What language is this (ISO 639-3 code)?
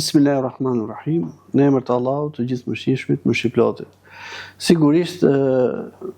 sqi